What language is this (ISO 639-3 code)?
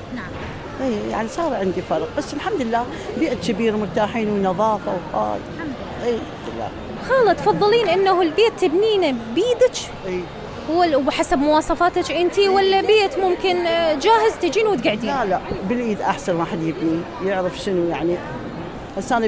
acm